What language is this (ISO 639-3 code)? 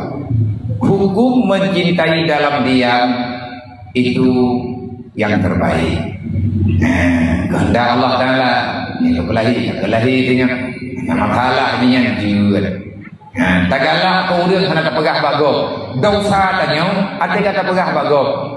ace